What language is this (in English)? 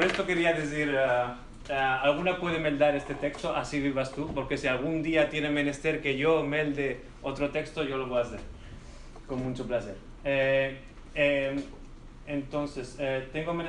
Ladino